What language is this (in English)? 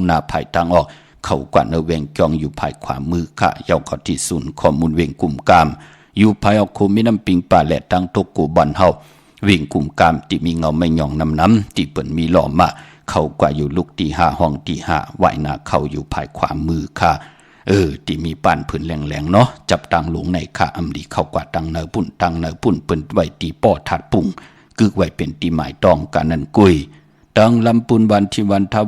Shan